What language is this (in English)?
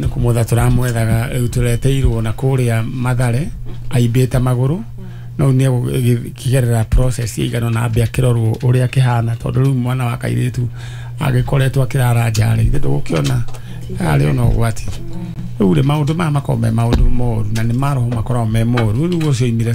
Kikuyu